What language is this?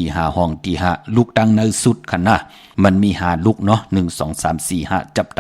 Shan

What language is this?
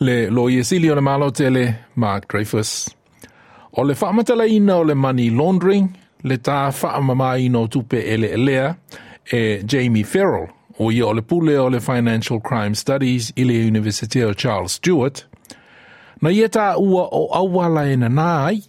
Samoan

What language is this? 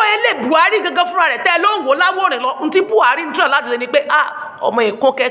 Yoruba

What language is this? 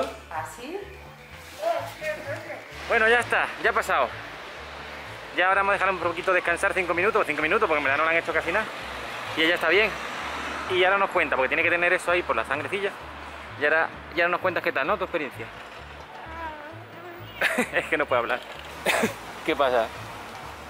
Spanish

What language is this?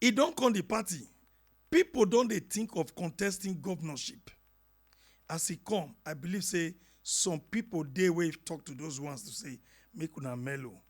Nigerian Pidgin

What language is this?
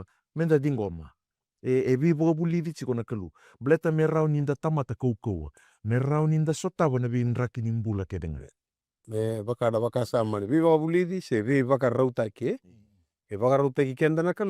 Fijian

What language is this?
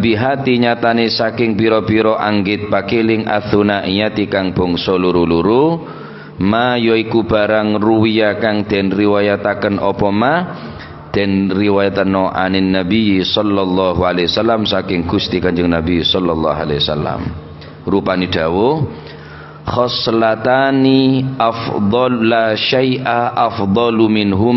Madurese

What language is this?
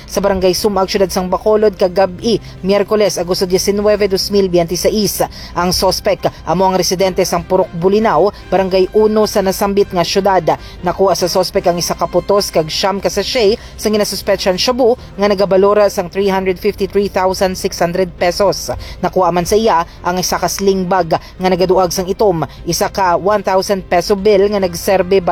Hiligaynon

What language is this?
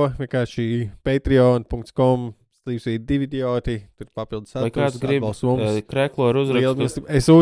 Latvian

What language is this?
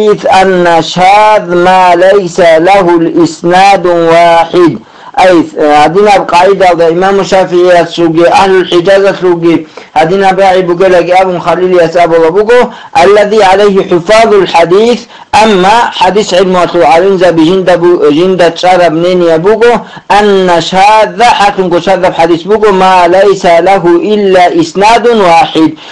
Avaric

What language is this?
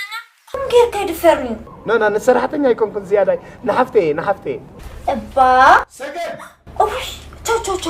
Tigrinya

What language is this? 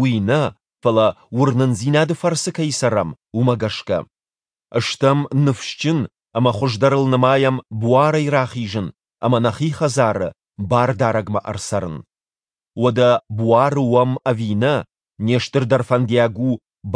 Ossetic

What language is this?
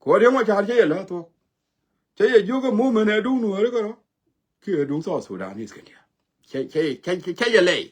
Nuer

